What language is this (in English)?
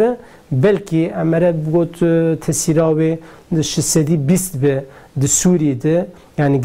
Kurdish